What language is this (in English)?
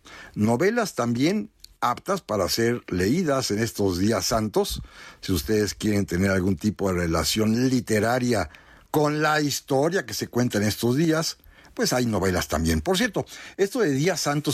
Spanish